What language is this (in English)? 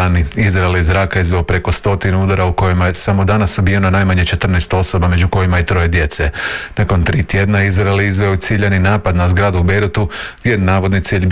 Croatian